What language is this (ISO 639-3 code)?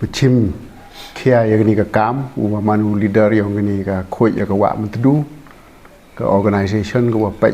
pbv